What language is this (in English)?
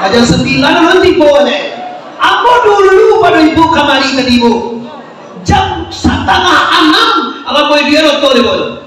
Minangkabau